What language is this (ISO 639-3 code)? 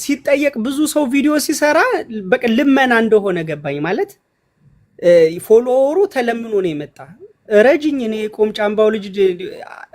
amh